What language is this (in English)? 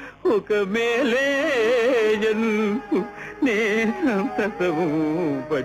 Telugu